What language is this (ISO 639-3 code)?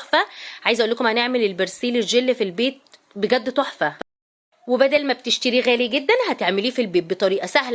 arz